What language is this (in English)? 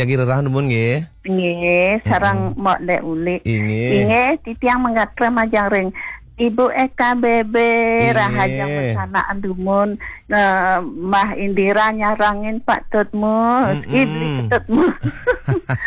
Balinese